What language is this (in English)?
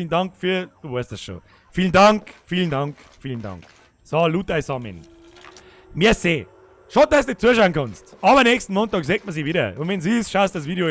Bavarian